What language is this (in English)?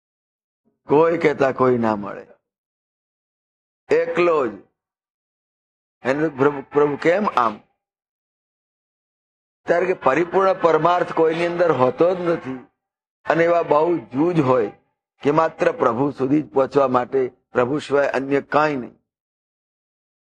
Gujarati